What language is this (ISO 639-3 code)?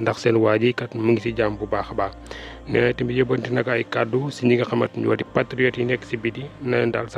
wol